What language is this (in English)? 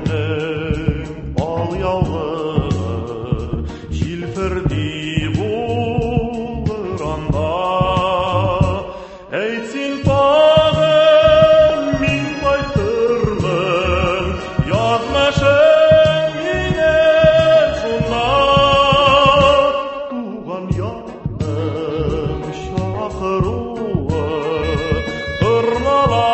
Tatar